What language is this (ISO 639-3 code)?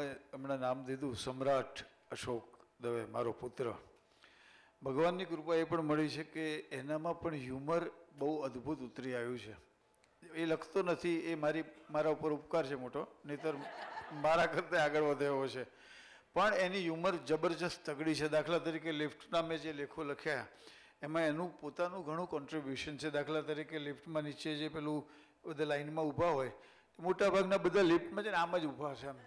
guj